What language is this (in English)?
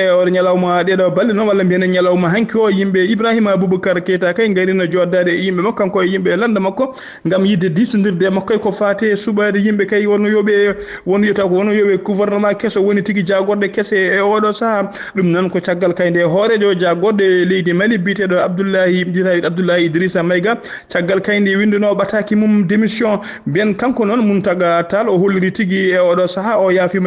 Fula